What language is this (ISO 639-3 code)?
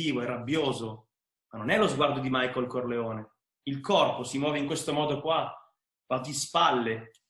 ita